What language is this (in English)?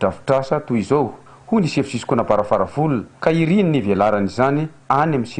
Malagasy